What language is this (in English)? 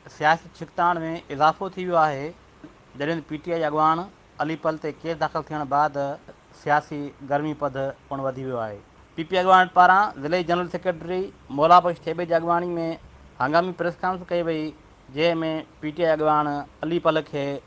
Sindhi